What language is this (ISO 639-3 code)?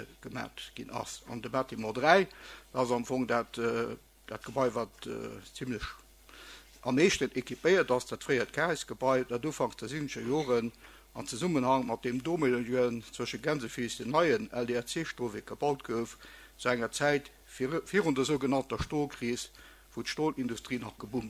ltz